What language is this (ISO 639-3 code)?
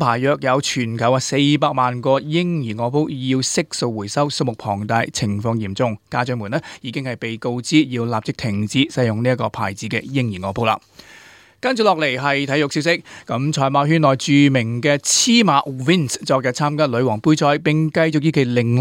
yue